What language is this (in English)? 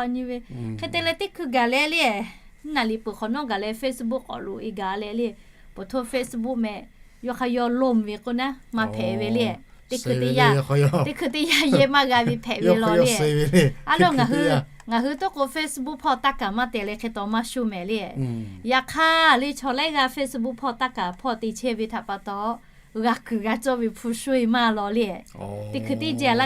Lahu